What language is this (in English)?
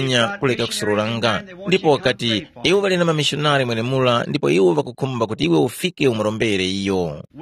Tumbuka